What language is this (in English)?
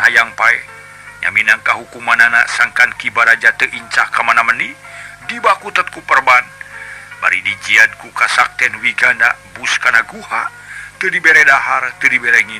Sundanese